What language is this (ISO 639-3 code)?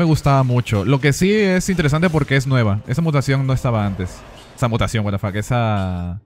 spa